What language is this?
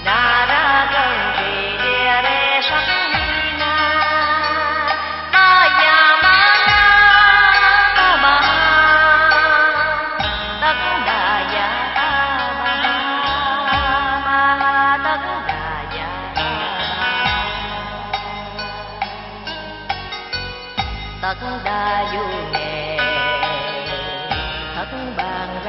Vietnamese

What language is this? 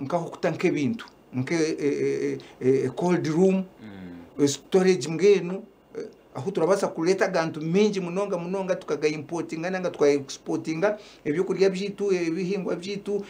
Nyankole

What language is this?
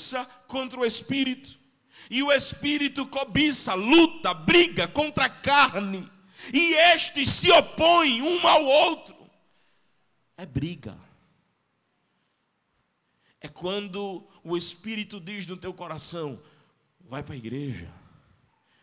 Portuguese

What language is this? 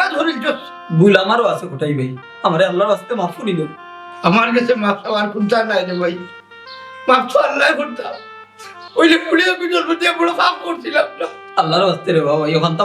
Sylheti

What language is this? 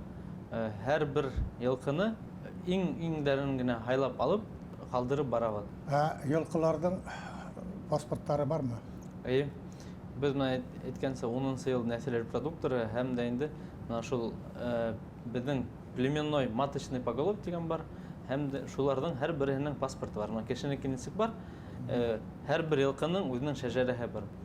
Bashkir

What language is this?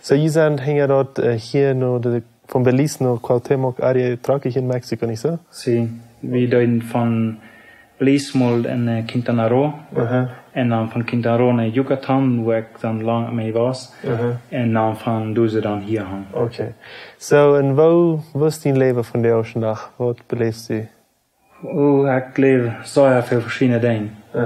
Plautdietsch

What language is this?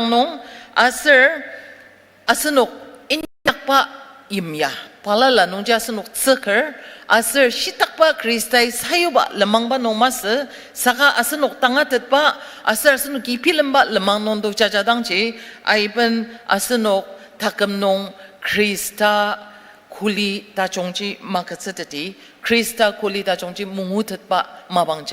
Ao Naga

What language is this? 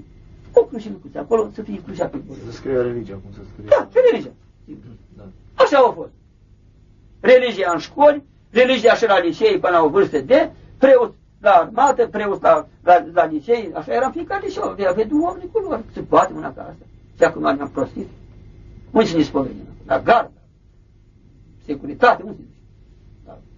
Romanian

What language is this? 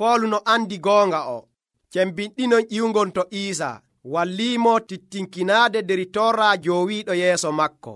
Nigerian Fulfulde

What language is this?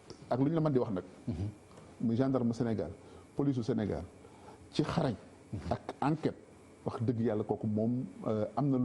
Wolof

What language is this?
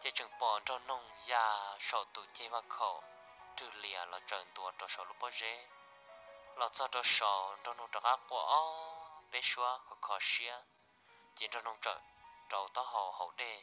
Hmong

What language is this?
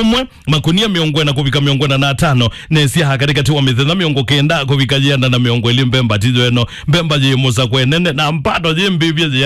Kamba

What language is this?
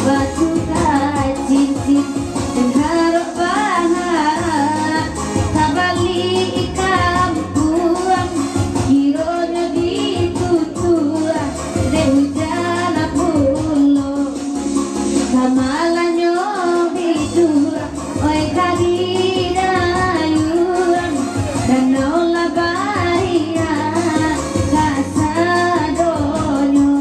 Minangkabau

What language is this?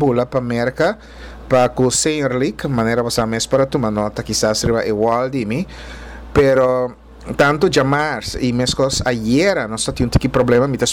Papiamento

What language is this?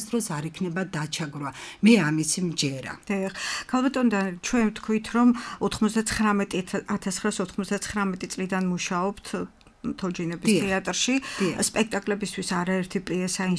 Georgian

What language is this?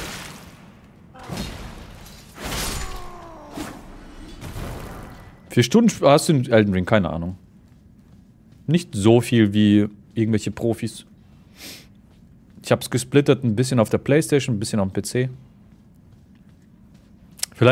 German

